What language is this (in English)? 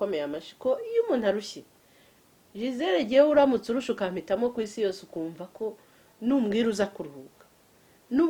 Kinyarwanda